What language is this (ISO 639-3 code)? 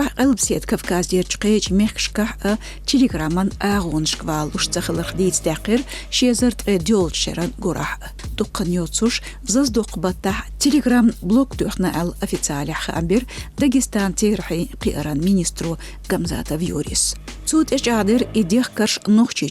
che